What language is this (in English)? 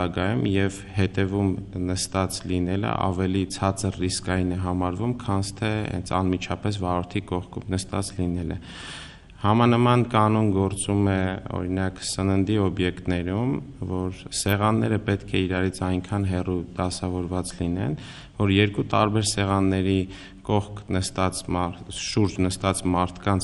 Armenian